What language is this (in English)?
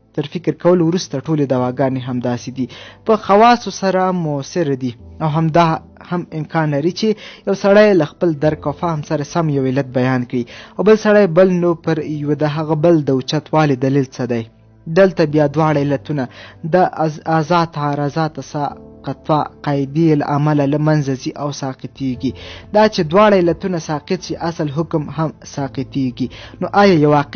Pashto